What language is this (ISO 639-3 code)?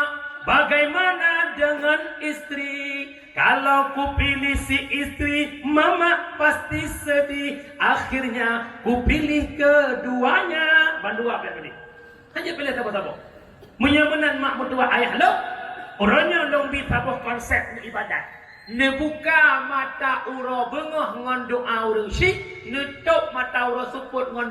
ace